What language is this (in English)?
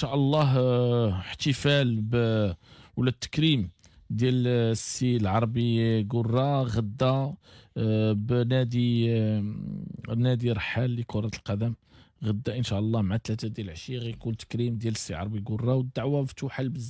Moroccan Arabic